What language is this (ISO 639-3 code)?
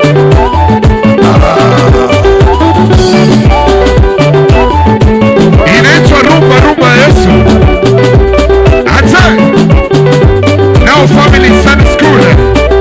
swa